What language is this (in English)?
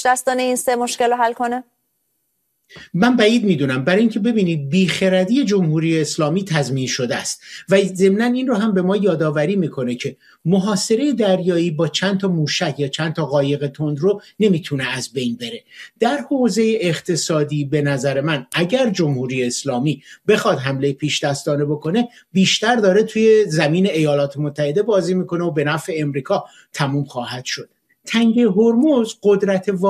Persian